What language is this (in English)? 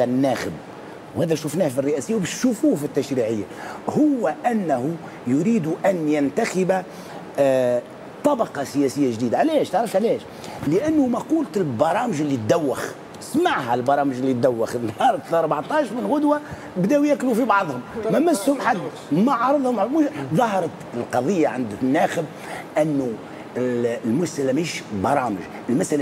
Tunisian Arabic